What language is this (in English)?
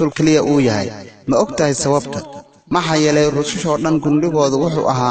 Somali